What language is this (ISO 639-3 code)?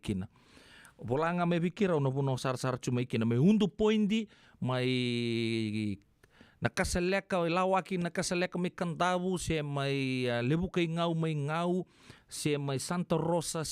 fij